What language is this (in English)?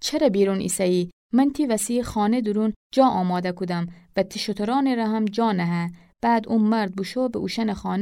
Gilaki